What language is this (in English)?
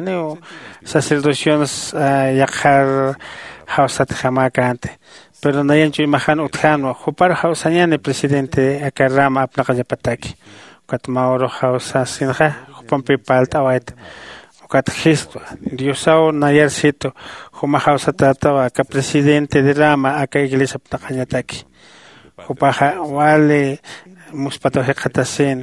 Aymara